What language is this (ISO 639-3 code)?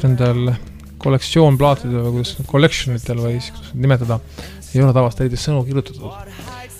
est